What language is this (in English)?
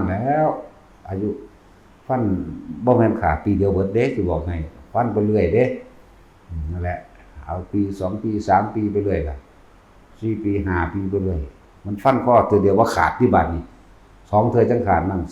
Northeastern Thai